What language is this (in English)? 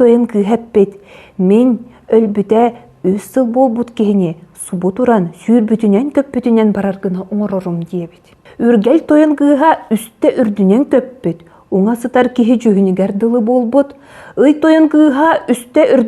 Yakut